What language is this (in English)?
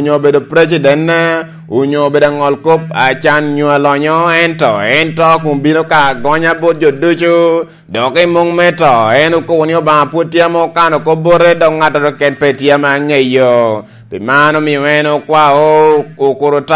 Lango (Uganda)